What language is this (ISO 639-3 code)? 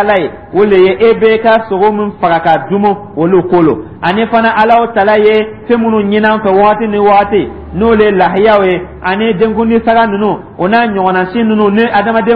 dyu